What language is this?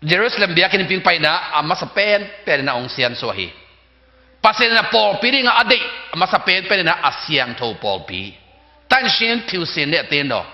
Tedim Chin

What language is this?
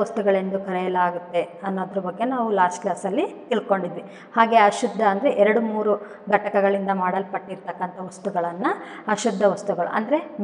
Kannada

